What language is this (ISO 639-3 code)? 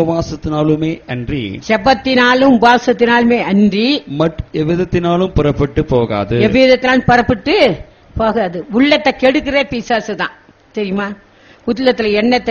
tam